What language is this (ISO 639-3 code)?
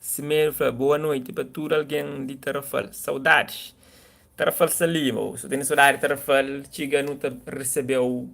kea